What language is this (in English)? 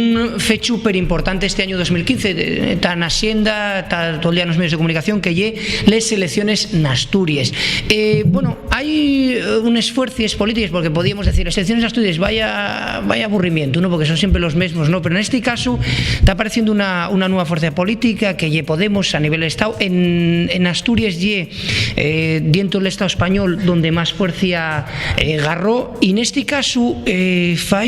Asturian